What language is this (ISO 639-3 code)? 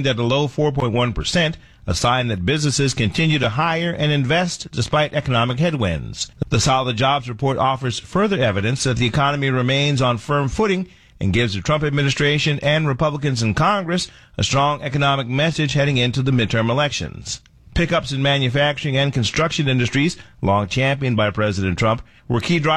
eng